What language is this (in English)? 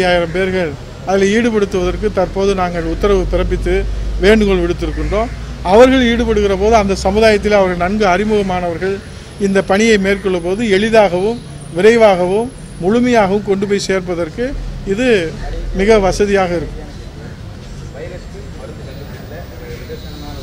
Tamil